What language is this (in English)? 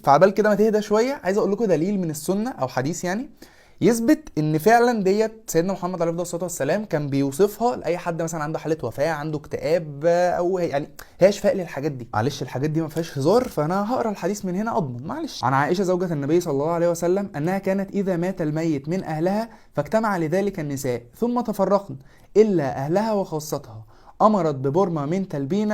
Egyptian Arabic